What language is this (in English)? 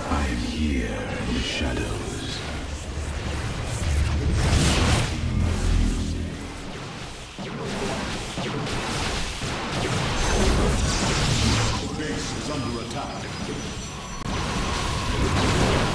English